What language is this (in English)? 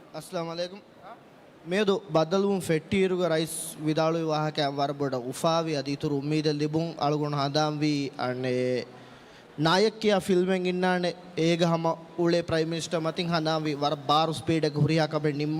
Divehi